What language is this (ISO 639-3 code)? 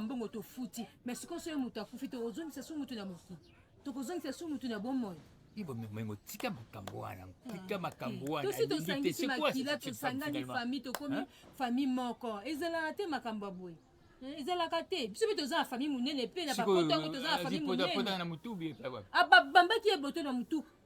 lin